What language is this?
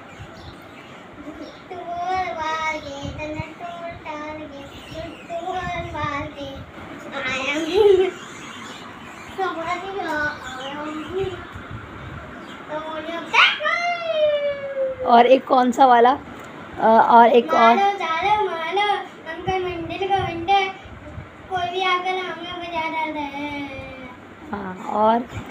Hindi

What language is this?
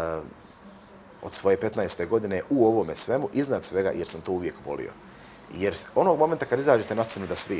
Bosnian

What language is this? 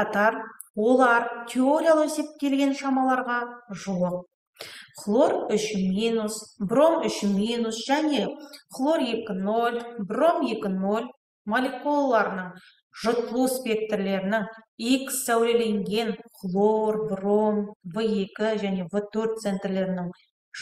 Kazakh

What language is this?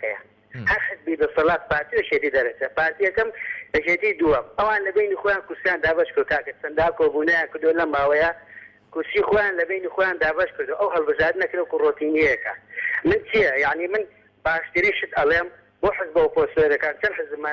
Central Kurdish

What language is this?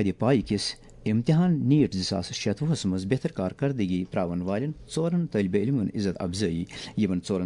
Kashmiri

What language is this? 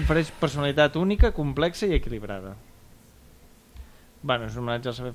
Catalan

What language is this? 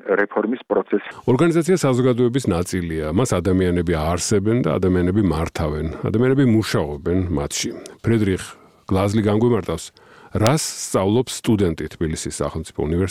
Georgian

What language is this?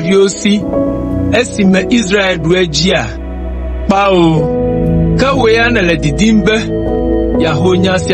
Ewe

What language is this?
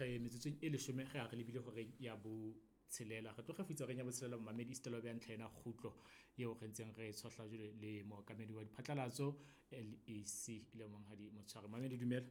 Southern Sotho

